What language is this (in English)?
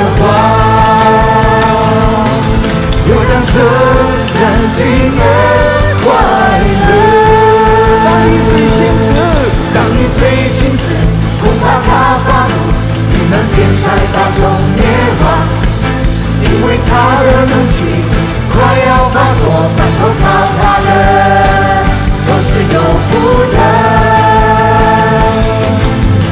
Chinese